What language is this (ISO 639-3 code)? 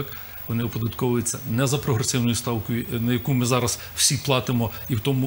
ukr